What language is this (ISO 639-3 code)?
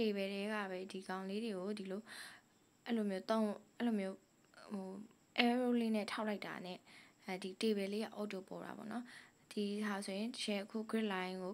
mya